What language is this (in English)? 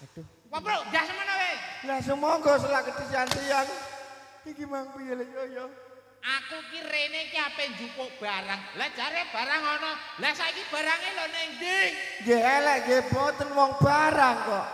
Javanese